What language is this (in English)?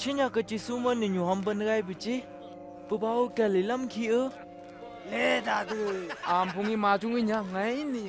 Phom Naga